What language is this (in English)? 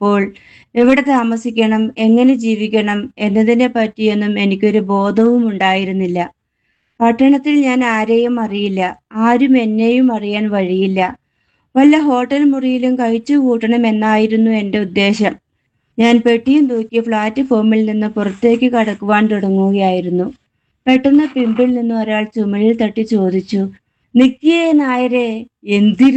Malayalam